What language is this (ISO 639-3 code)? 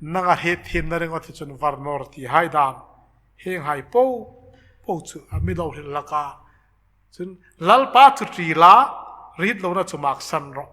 hmr